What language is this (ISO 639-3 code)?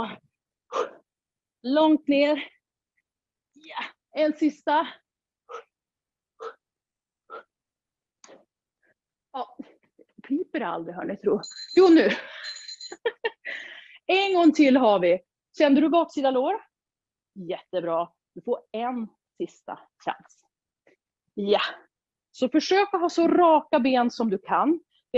swe